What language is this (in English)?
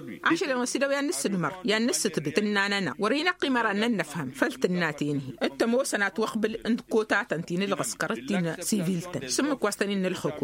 Tamasheq